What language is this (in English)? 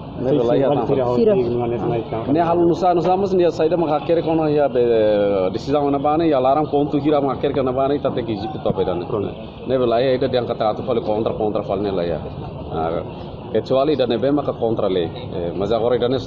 Tetum